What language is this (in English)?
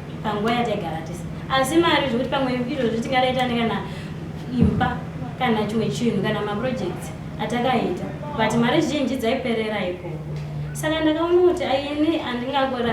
Shona